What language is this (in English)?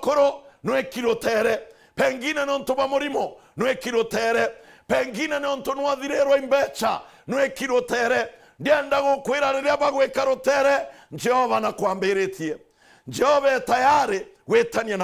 Meru